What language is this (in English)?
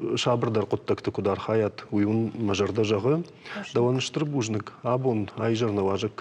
Ossetic